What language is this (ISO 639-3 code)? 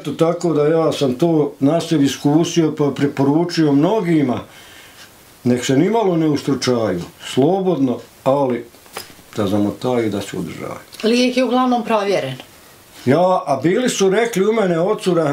bos